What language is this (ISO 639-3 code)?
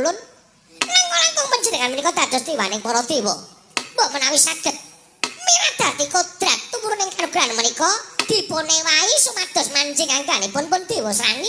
jav